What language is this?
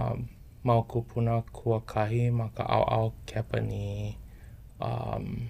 Hawaiian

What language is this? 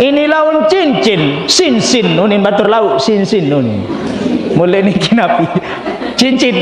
Sasak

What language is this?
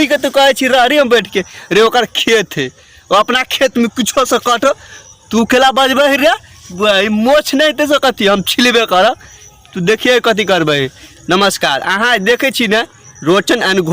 Maithili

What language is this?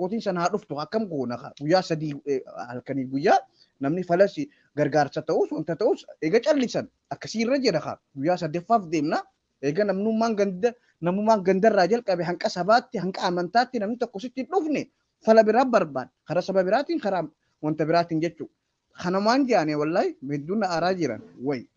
Oromo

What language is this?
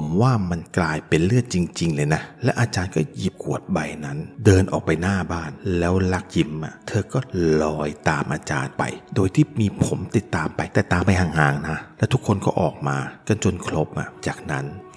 Thai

